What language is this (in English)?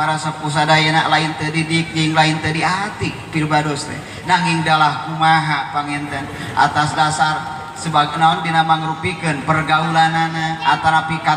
Sundanese